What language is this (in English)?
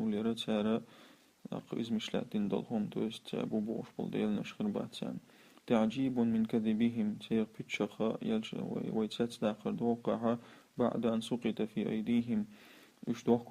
Chechen